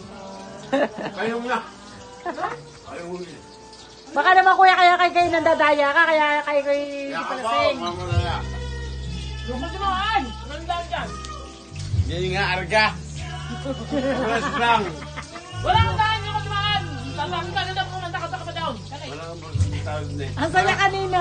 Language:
Filipino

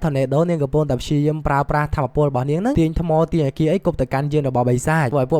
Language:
Khmer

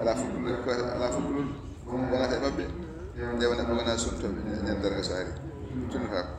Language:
Fula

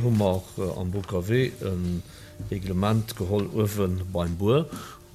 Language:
Luxembourgish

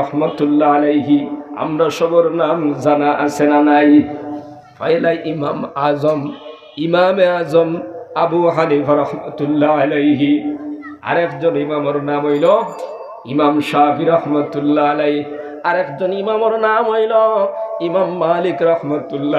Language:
Sylheti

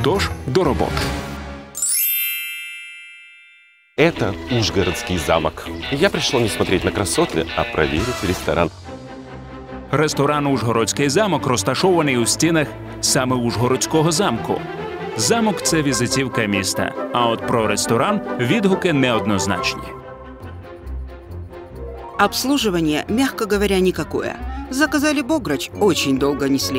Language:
Russian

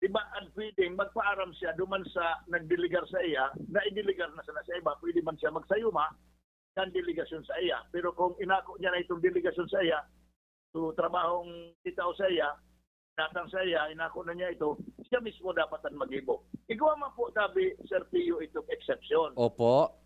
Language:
Bikol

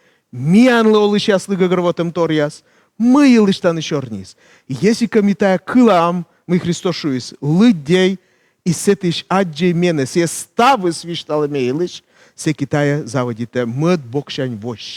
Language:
Komi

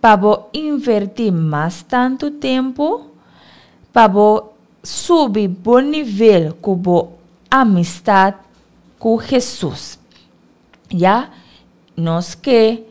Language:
Papiamento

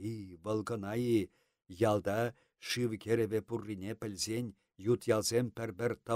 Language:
Chuvash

